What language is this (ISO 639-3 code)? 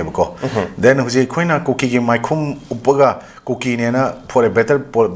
mni